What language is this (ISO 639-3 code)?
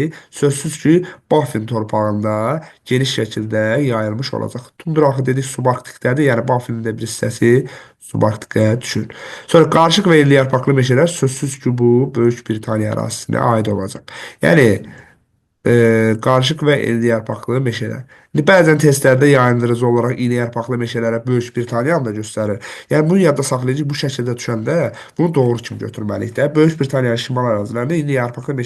aze